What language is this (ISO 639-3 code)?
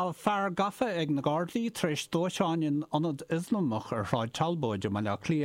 gle